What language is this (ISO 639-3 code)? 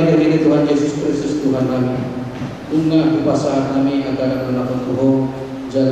bbc